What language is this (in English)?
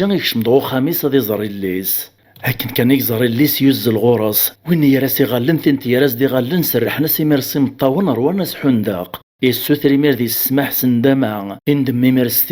Kabyle